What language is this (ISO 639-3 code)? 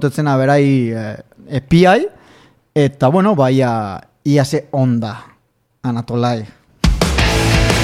eus